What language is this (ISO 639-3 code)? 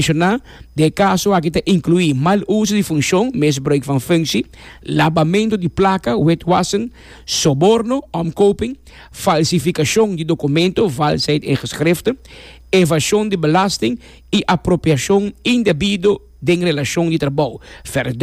pap